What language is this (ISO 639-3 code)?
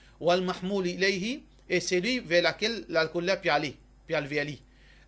mfe